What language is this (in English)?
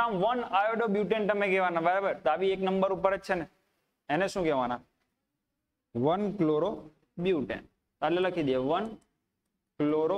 Gujarati